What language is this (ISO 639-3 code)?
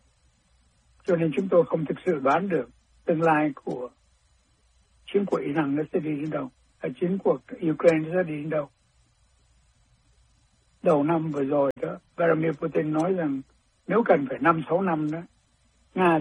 vie